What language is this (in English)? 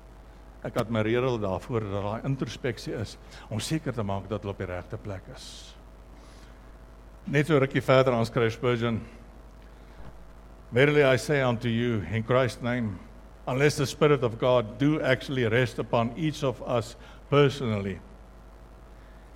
Afrikaans